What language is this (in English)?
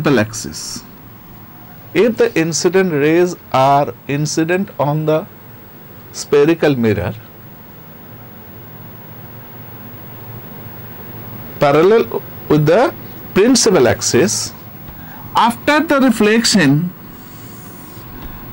English